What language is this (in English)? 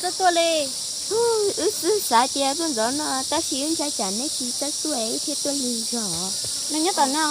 Hmong